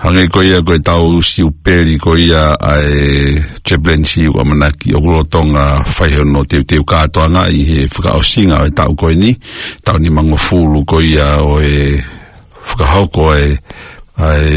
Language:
Tongan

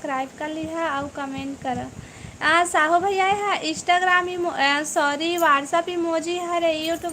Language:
Chhattisgarhi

